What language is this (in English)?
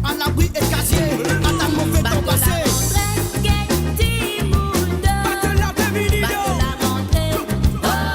Morisyen